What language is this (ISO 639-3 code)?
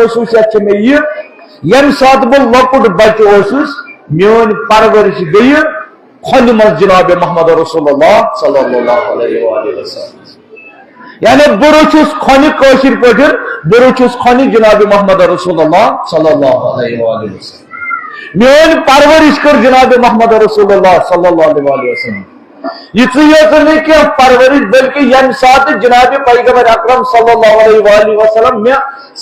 kas